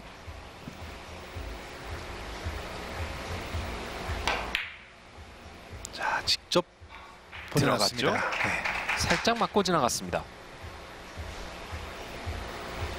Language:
Korean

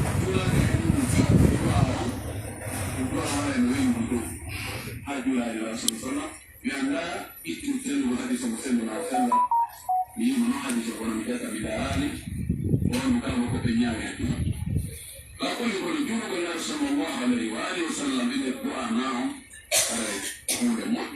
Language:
Pular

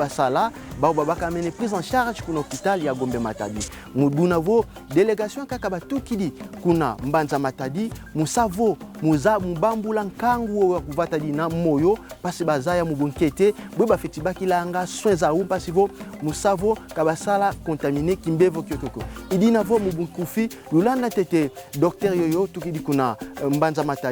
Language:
Kongo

